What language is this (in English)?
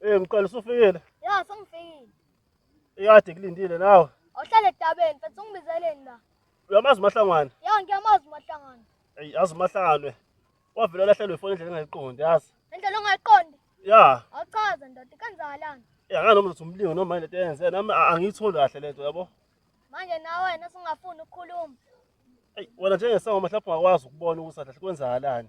Zulu